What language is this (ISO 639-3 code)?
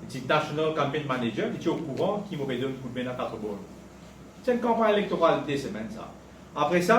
mfe